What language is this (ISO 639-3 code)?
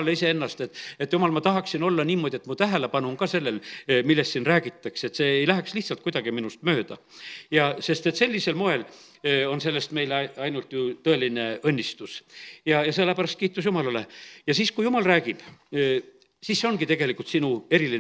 est